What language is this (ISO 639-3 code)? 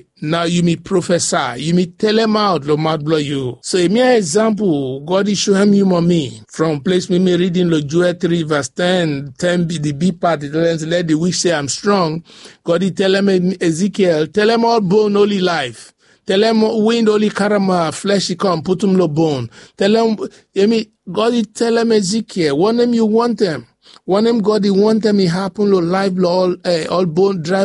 bis